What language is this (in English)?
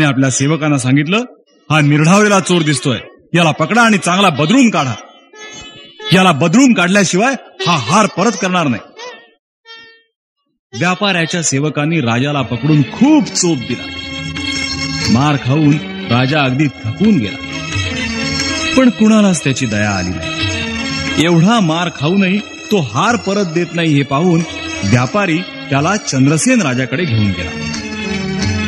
Marathi